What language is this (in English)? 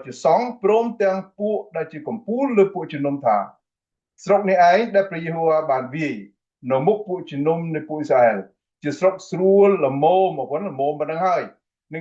Khmer